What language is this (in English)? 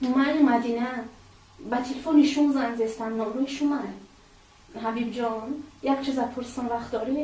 Tajik